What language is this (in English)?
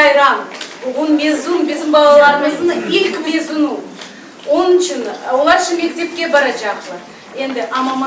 Crimean Tatar